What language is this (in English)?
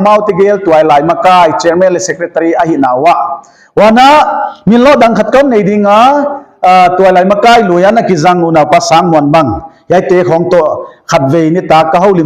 Paite Chin